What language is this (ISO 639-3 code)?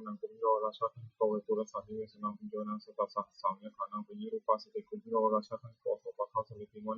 pli